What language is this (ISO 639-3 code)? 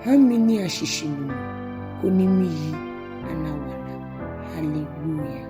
gaa